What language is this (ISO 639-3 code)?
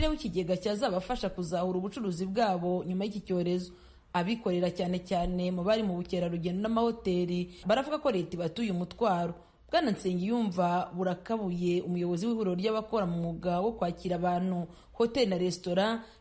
kin